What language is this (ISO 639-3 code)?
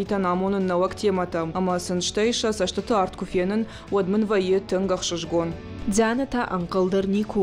oss